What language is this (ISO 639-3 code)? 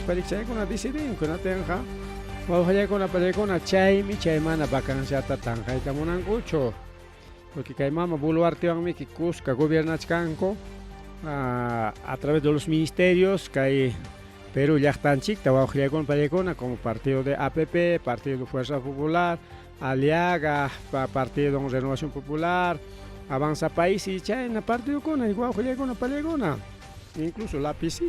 quy